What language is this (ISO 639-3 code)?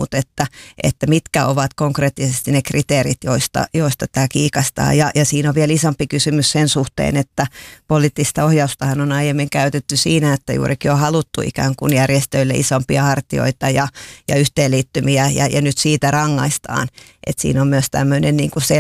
fin